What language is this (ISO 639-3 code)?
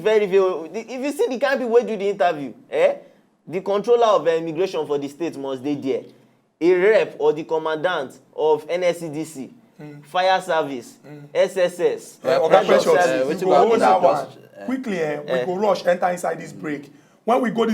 pcm